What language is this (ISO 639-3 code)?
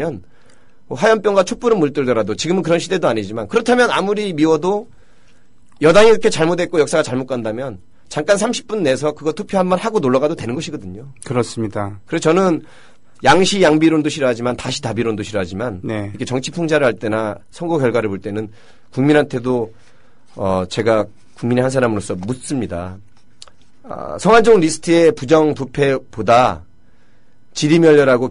kor